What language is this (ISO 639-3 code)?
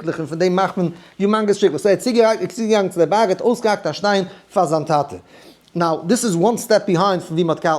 yid